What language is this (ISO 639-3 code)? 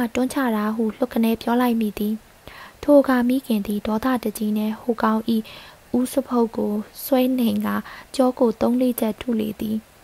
mya